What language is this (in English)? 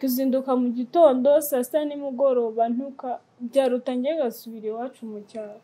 Kinyarwanda